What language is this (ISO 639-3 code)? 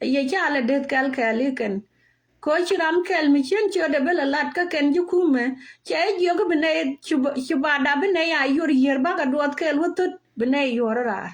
nus